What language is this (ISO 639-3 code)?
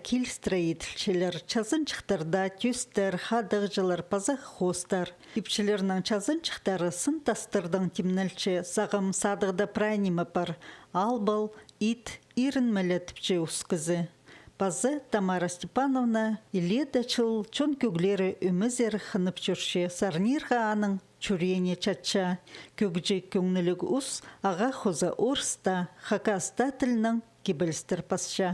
kjh